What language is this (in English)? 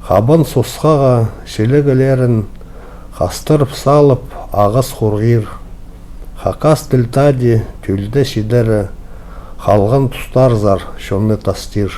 Khakas